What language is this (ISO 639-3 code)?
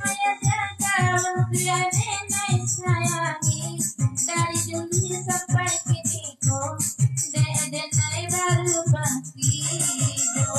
min